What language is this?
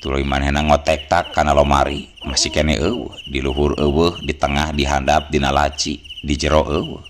Sundanese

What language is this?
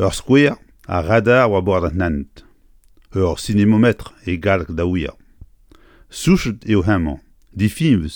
Breton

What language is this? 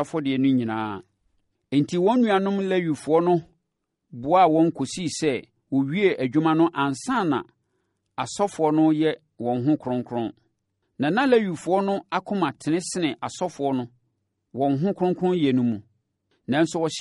Akan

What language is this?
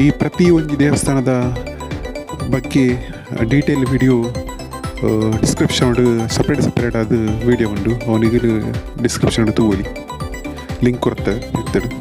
Tulu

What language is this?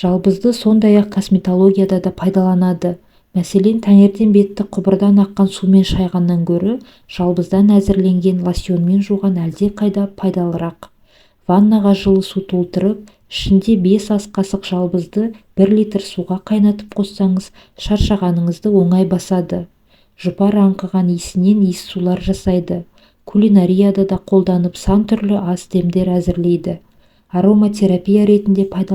Kazakh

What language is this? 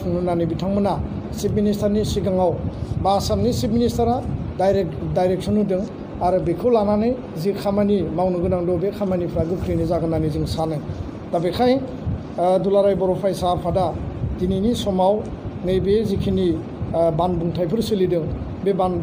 Bodo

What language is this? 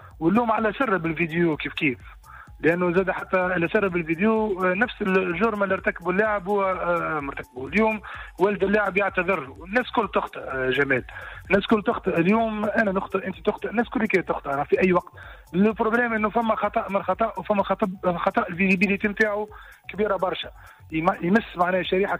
Tunisian Arabic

